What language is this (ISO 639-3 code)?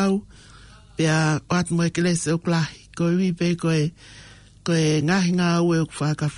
ton